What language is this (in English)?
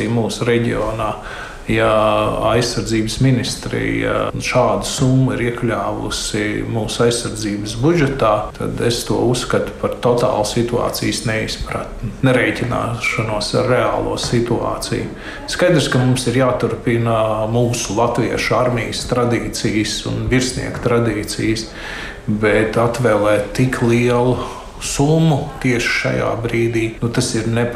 Latvian